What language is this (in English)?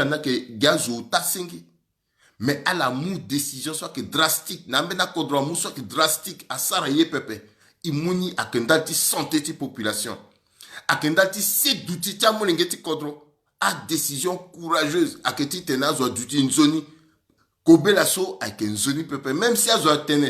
Sango